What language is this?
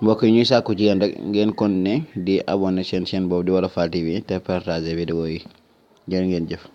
Wolof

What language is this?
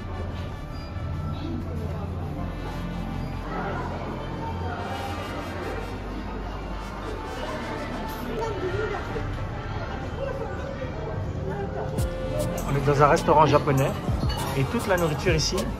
French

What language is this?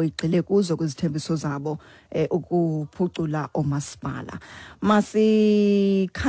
Xhosa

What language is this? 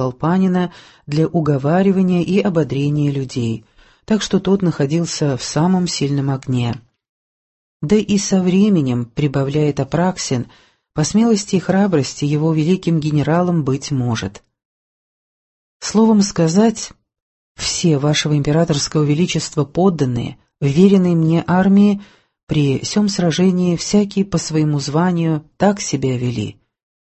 Russian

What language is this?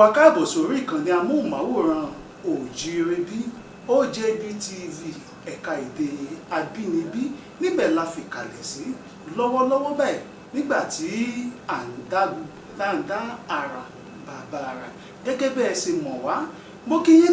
Yoruba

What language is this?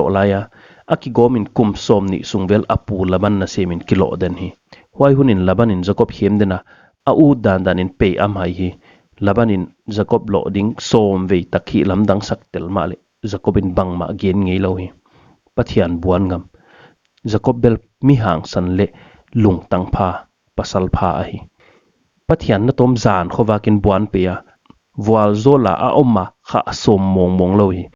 Paite Chin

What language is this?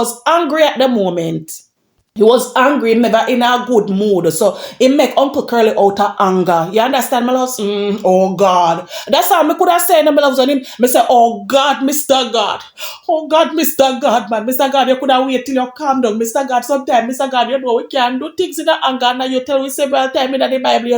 Jamaican Creole English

